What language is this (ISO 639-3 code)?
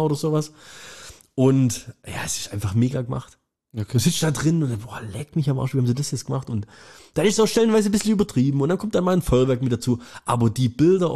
deu